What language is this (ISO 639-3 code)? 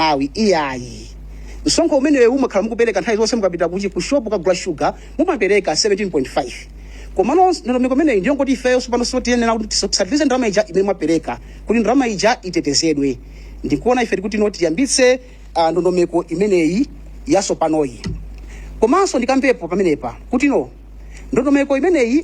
nya